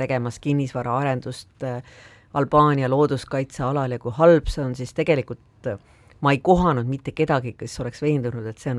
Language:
Estonian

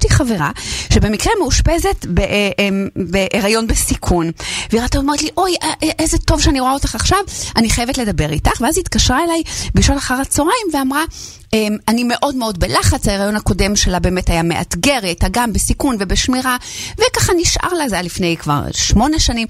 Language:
Hebrew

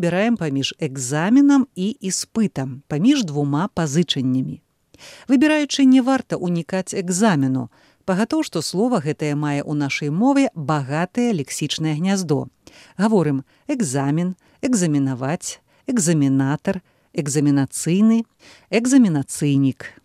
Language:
Belarusian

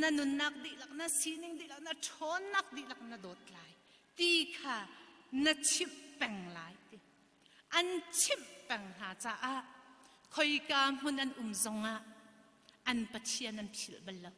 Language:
Hakha Chin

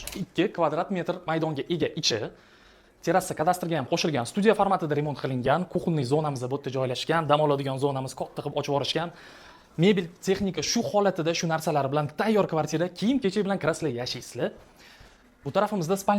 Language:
Uzbek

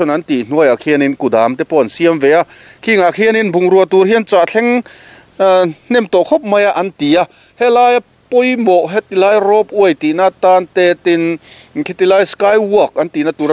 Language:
Mizo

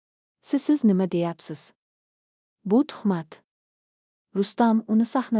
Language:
Uzbek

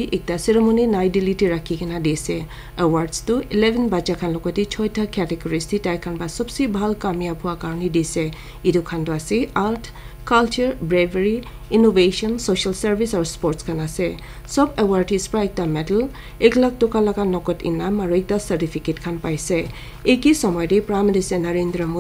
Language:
Naga Pidgin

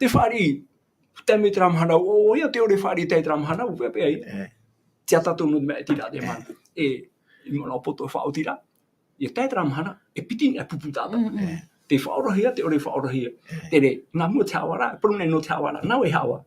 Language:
Tahitian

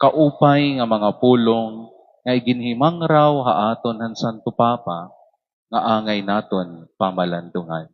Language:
Waray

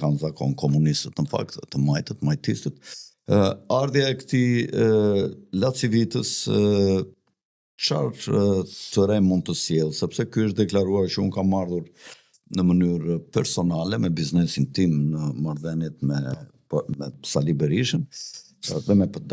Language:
Albanian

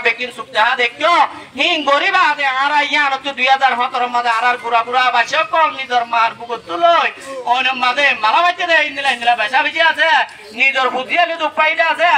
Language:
Rohingya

